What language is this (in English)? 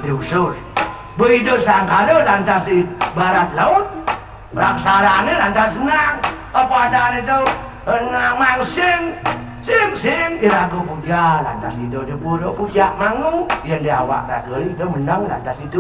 Balinese